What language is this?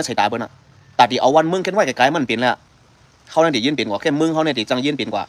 Shan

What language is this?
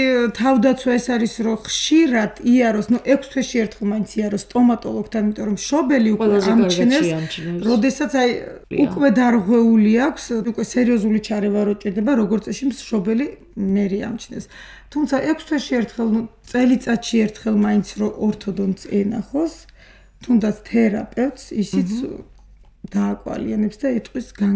Georgian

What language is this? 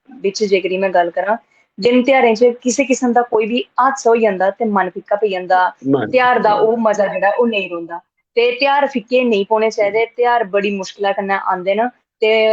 Dogri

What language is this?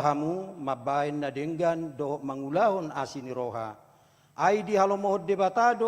Batak Toba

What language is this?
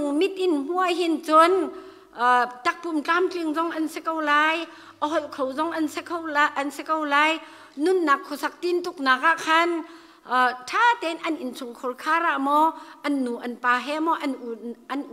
Hakha Chin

